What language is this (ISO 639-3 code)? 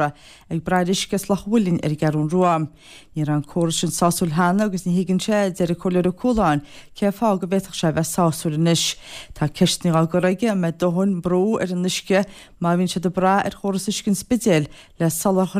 gle